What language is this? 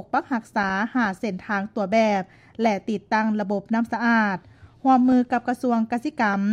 Lao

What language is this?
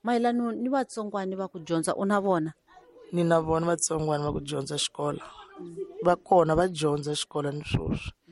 Tsonga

